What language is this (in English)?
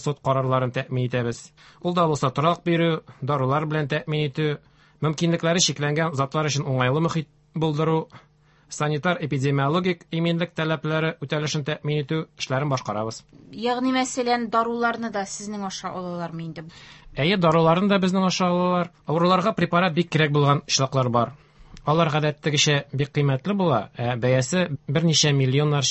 Tatar